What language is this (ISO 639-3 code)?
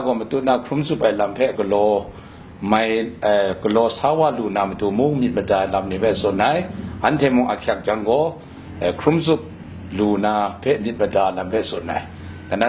kac